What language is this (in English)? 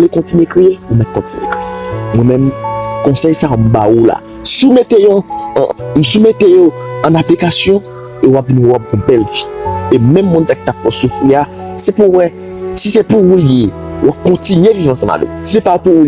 Haitian Creole